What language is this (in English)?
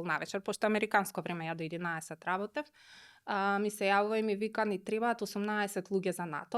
Macedonian